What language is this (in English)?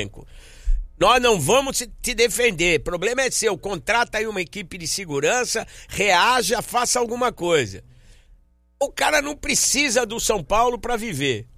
Portuguese